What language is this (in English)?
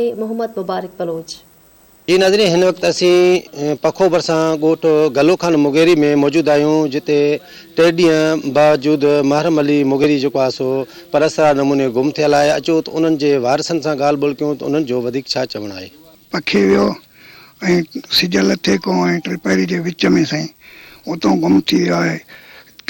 Sindhi